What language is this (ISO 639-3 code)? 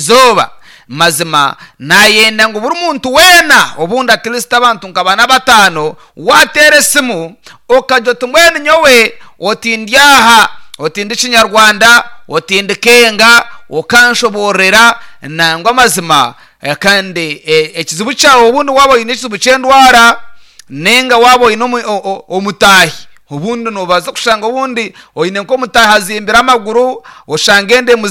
nyn